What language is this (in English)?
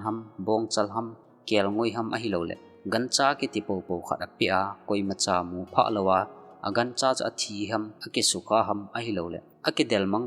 Thado Chin